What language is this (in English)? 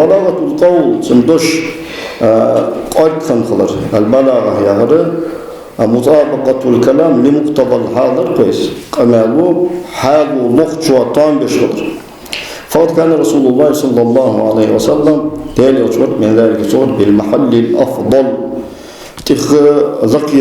Ingush